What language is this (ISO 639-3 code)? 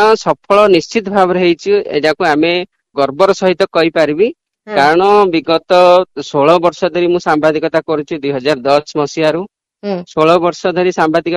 ori